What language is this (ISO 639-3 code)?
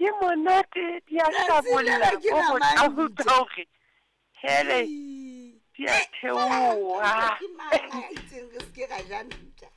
sot